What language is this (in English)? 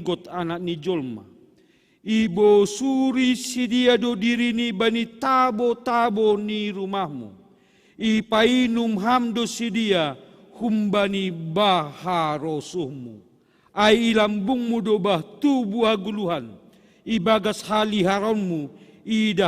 Batak Simalungun